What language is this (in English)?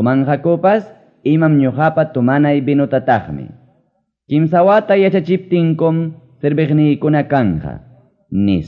Ayacucho Quechua